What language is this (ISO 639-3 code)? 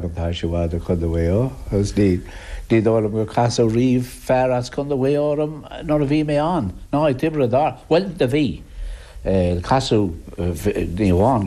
gle